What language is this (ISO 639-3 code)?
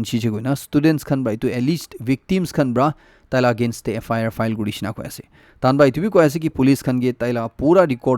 nag